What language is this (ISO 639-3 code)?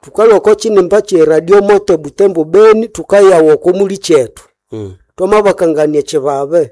nnb